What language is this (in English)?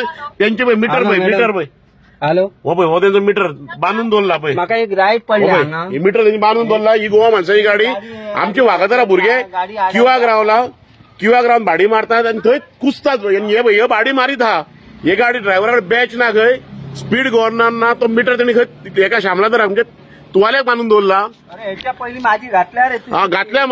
Konkani